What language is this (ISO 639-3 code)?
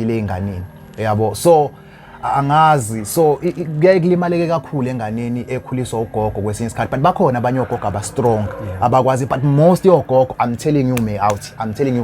zul